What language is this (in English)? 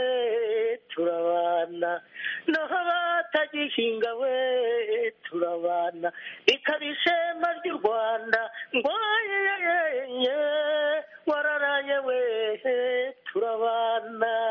Kinyarwanda